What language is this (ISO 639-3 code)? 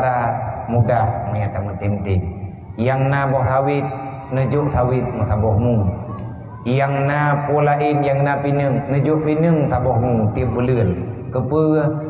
ace